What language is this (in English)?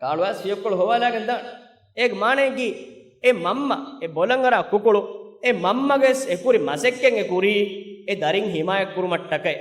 Divehi